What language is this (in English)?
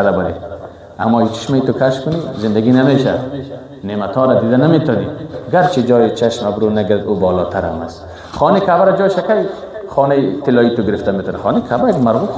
Persian